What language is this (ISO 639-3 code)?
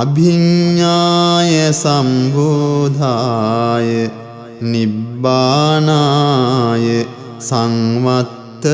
pli